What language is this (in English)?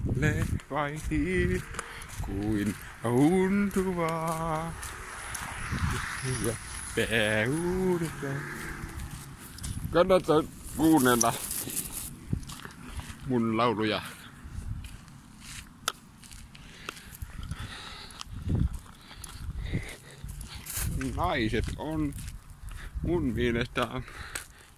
Finnish